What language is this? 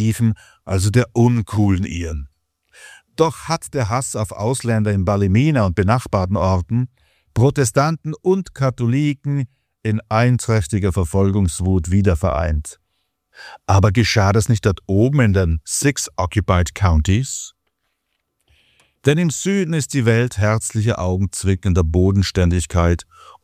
German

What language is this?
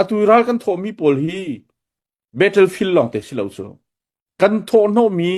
Hakha Chin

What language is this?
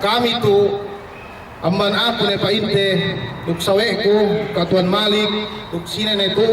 Yakan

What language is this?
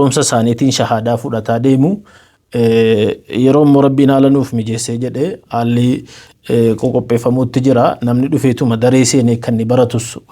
Oromo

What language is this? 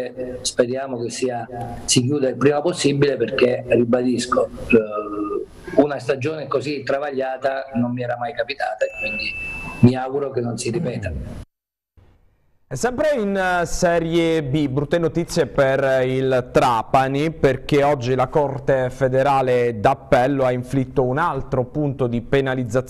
Italian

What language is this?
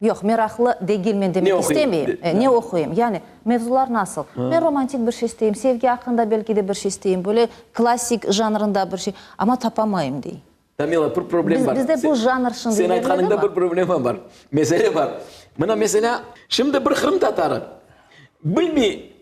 Crimean Tatar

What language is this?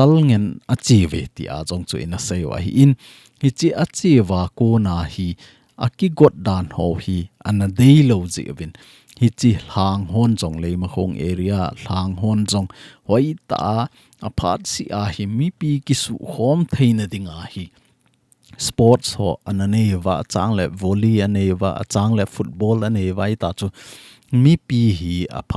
Thado Chin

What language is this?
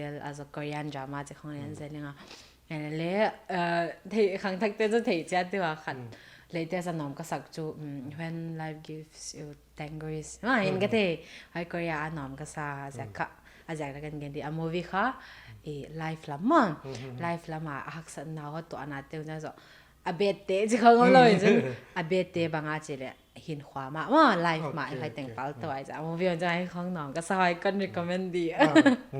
Paite Chin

